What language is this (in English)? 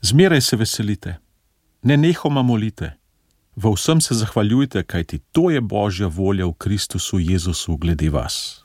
Slovenian